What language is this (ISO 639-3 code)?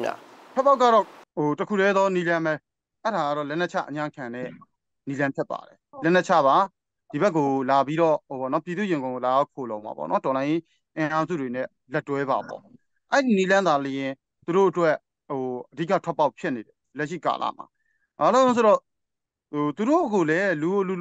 mya